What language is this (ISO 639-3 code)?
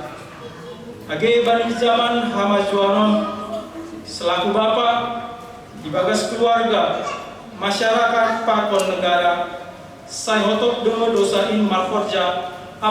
bts